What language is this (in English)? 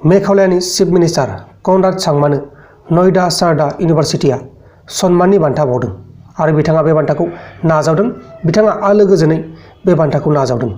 Bodo